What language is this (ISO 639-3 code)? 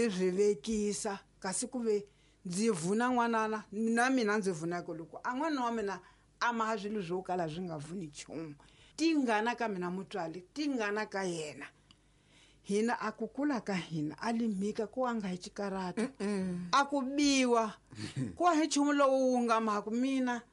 tso